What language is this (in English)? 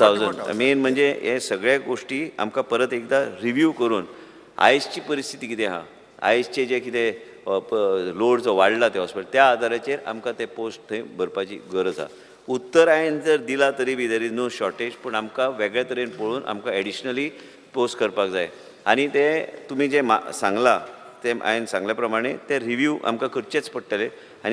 Konkani